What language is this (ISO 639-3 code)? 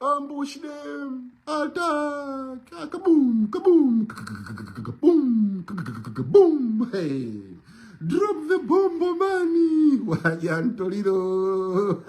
nya